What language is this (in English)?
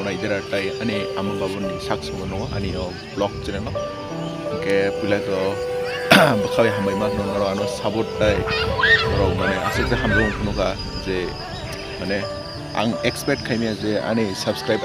Kok Borok